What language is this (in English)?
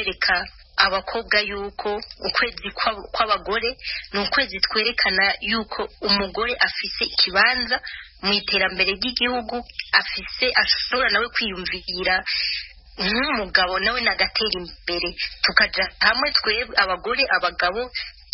Rundi